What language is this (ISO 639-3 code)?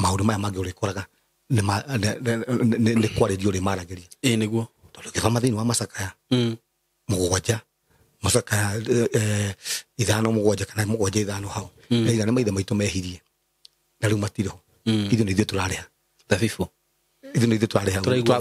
kik